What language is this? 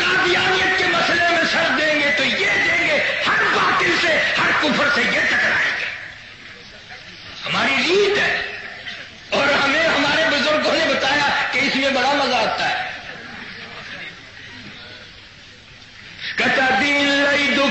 Urdu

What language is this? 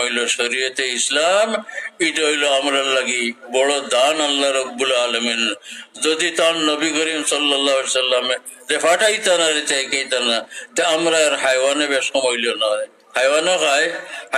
Sylheti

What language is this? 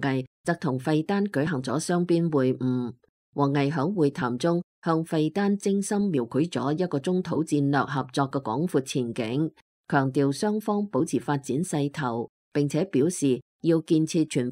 Cantonese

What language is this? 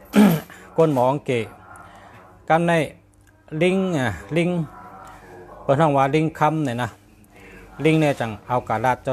Shan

